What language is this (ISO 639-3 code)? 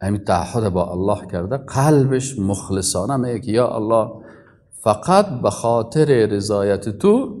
fas